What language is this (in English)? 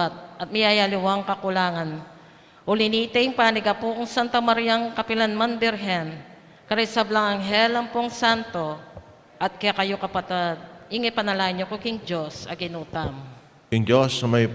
Pampanga